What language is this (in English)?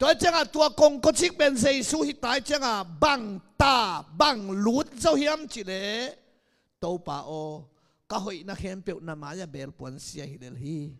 Tedim Chin